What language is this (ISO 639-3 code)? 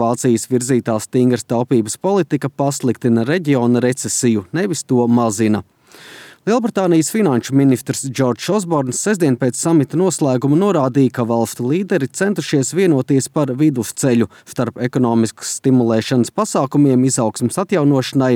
lav